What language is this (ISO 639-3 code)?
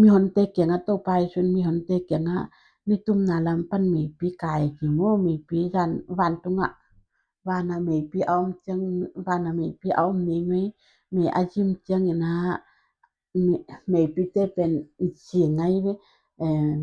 ctd